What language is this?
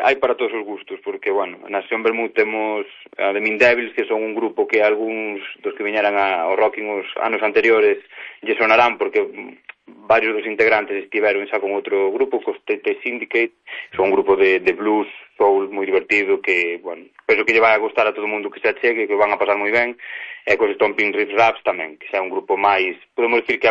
Galician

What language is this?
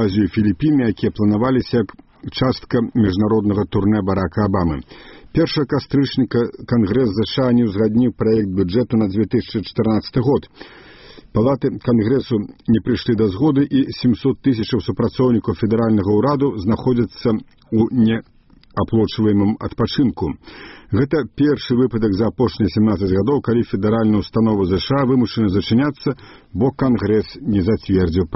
Belarusian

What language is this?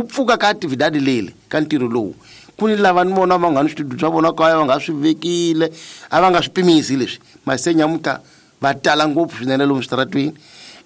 Tsonga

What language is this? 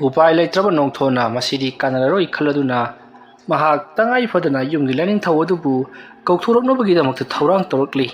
Manipuri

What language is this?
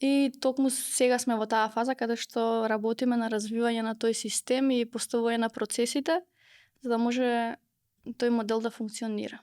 Macedonian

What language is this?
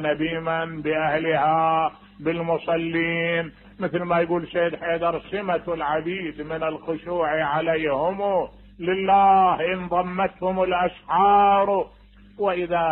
Mesopotamian Arabic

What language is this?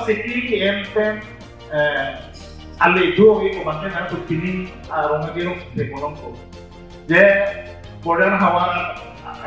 Karbi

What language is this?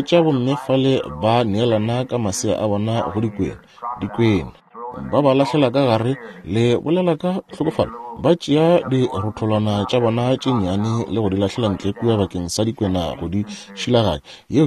Northern Sotho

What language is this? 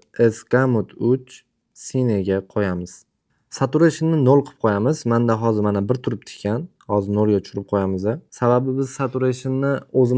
Uzbek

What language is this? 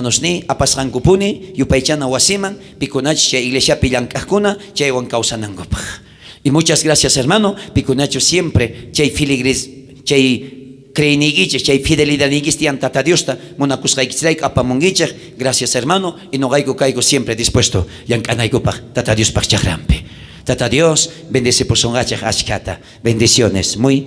South Bolivian Quechua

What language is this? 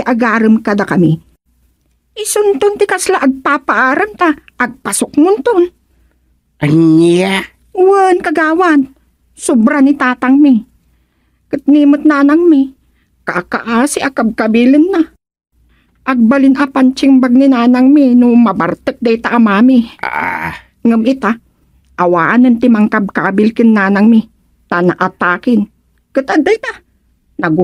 Iloko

